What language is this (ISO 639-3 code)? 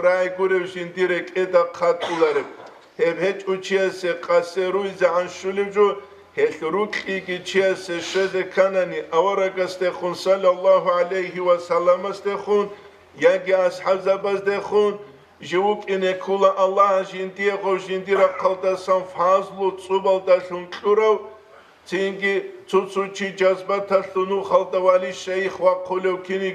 ava